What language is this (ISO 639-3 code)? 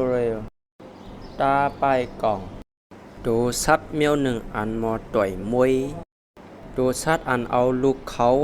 shn